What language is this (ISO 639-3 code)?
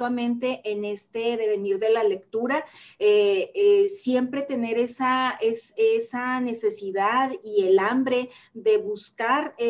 spa